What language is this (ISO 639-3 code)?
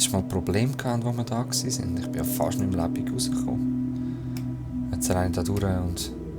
gsw